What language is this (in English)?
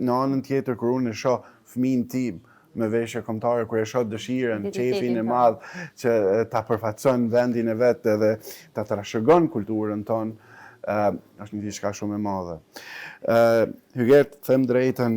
Albanian